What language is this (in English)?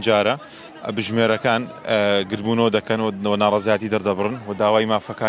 Central Kurdish